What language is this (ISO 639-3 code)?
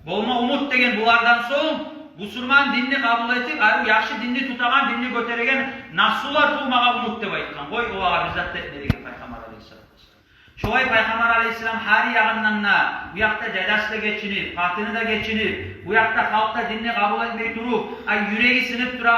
kum